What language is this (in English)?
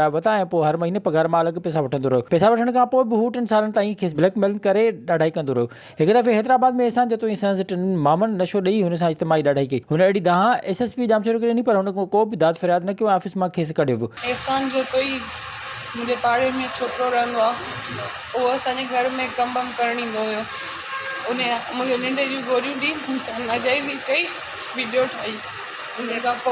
Sindhi